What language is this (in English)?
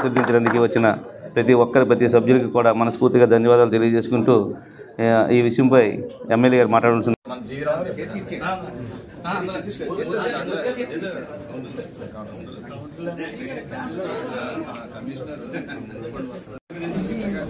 Telugu